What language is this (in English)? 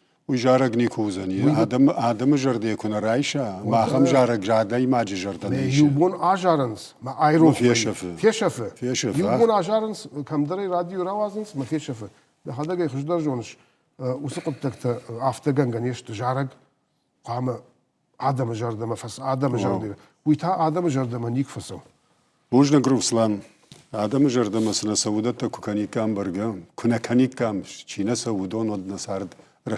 Ossetic